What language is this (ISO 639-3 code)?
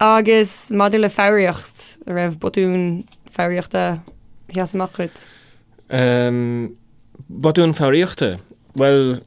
gle